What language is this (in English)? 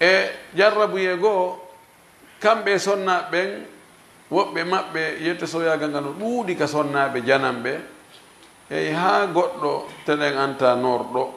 Fula